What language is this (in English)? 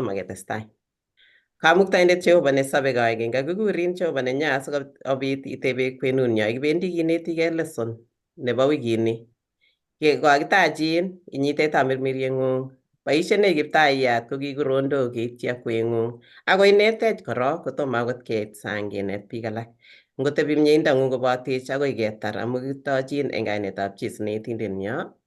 Kalenjin